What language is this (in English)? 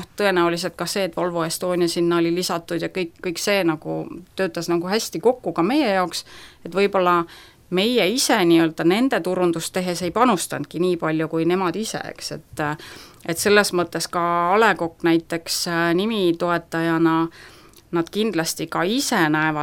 Estonian